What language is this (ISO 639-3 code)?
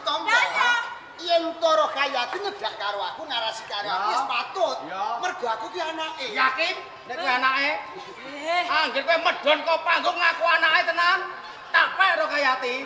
jav